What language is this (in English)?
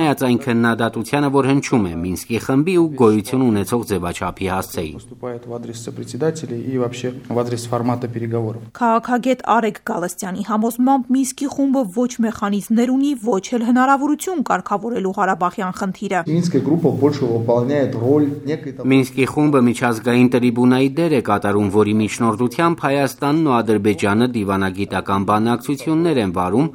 Armenian